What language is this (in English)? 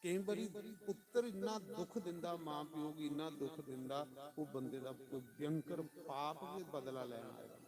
Dogri